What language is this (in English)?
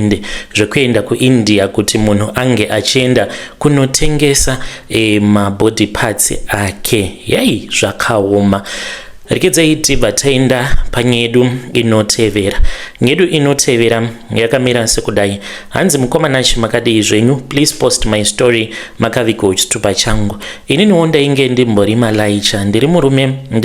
Shona